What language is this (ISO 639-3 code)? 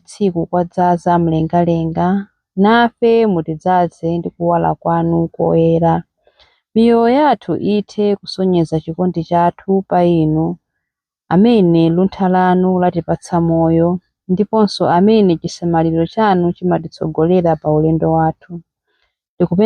nya